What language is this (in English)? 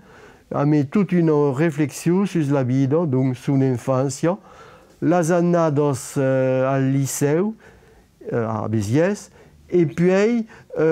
Occitan